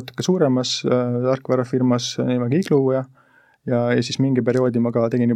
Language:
Estonian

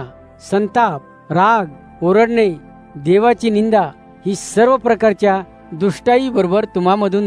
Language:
Marathi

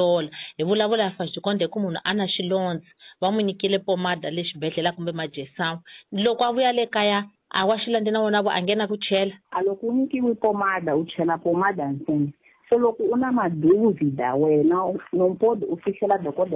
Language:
Tsonga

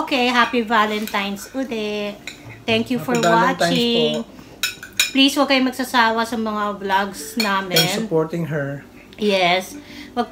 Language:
Filipino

